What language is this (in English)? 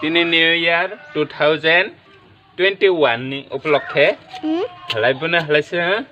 Kok Borok